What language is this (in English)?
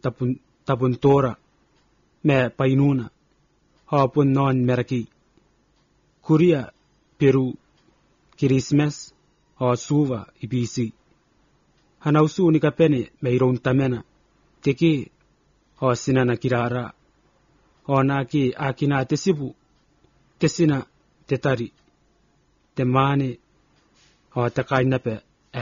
Gilbertese